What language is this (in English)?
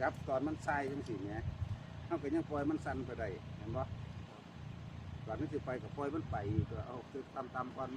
Northeastern Thai